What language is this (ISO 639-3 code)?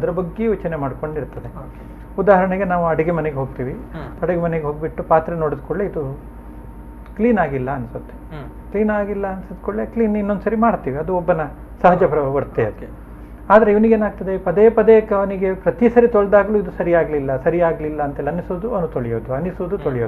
kan